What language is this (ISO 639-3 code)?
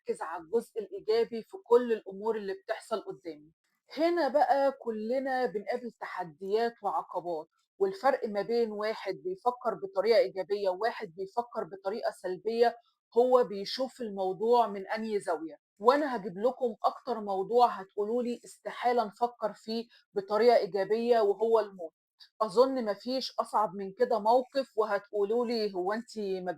arz